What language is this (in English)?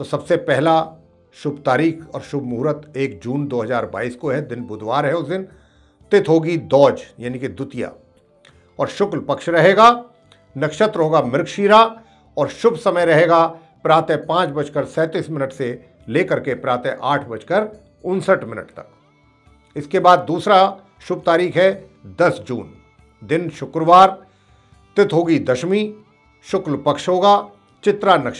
Hindi